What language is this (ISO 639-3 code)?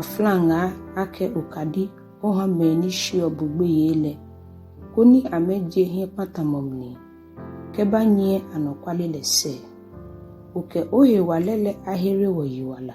gaa